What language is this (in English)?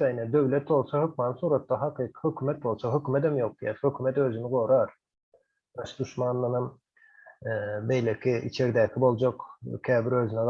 Turkmen